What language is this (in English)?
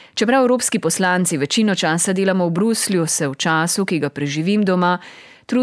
Slovenian